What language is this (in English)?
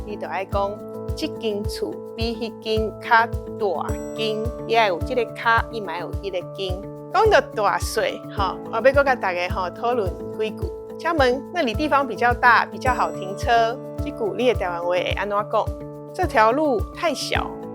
Min Nan Chinese